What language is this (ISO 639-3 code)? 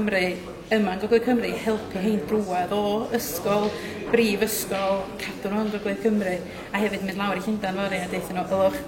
cym